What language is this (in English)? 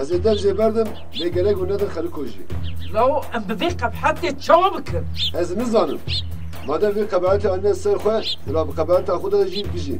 Kurdish